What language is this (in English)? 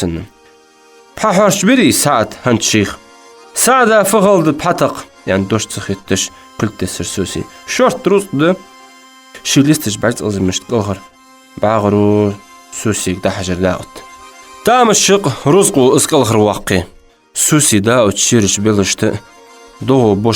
Ingush